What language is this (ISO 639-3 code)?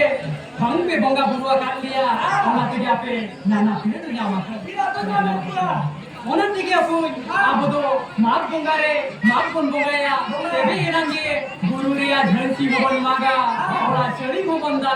sat